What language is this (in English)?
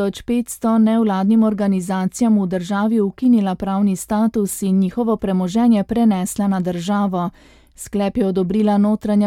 Slovenian